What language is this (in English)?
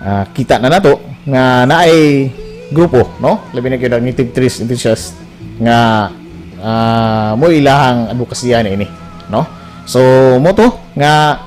Cebuano